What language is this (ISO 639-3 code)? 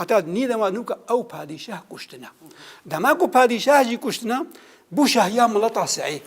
kur